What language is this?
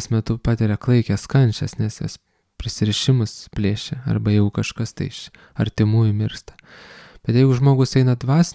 Lithuanian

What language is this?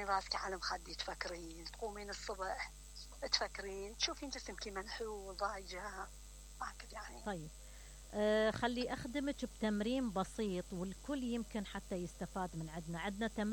Mesopotamian Arabic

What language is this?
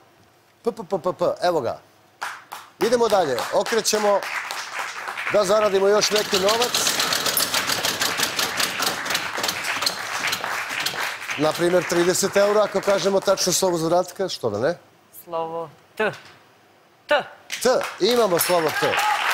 Serbian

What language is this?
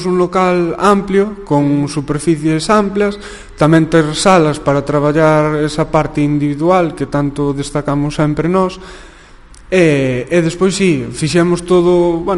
Galician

